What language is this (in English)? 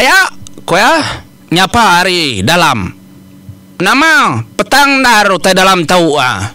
Iban